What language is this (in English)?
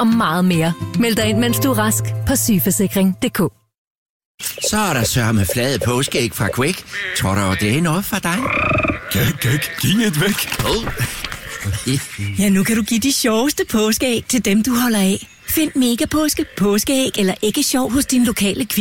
Danish